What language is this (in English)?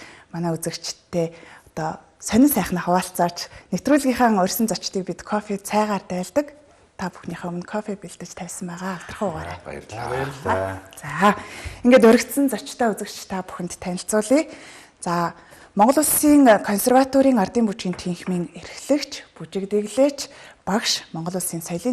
Mongolian